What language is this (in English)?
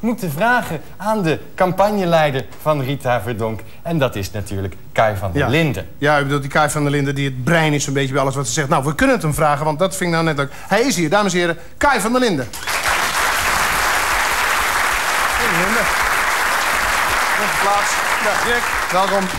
Dutch